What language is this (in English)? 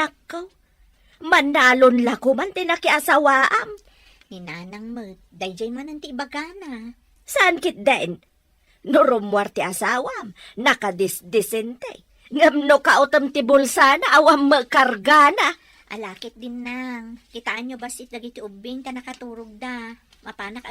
Iloko